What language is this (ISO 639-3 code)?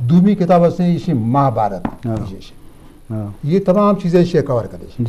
bgp